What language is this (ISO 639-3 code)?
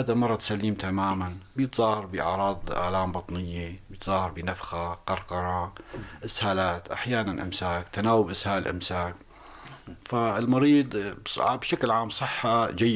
apc